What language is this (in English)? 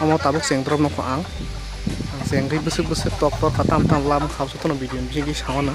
Kok Borok